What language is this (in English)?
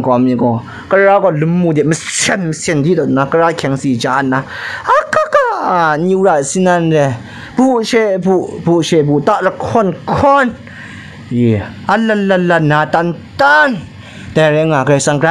Kachin